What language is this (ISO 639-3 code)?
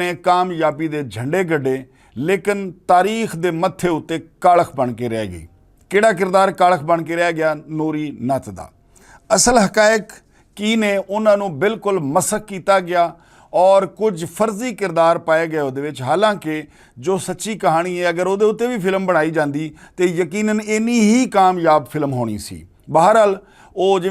lah